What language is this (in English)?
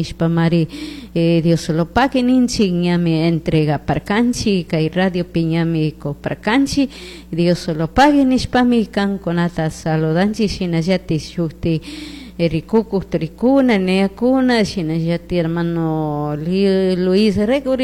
Chimborazo Highland Quichua